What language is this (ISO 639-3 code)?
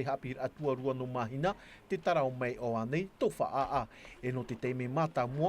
tah